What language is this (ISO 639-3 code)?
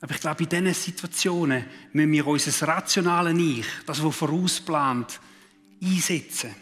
gsw